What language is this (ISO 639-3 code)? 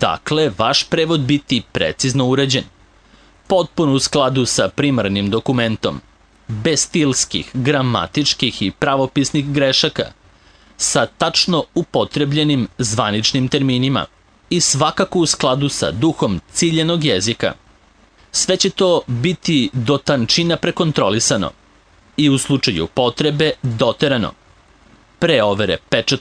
srp